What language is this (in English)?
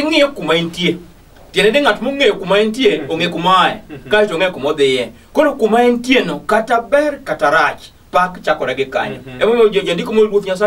Luo (Kenya and Tanzania)